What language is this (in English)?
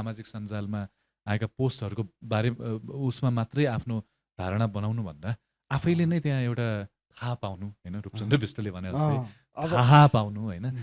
Nepali